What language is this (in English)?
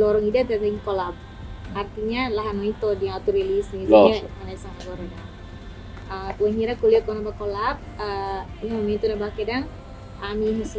Tetum